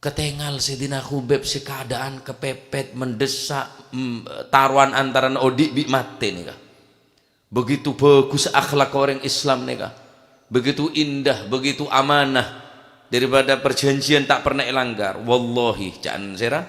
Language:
Madurese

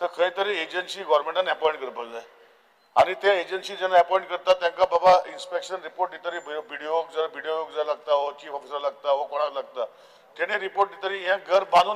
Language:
Konkani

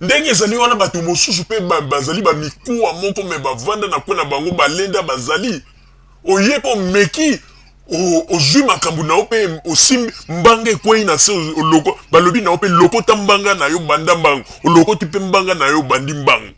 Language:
Lingala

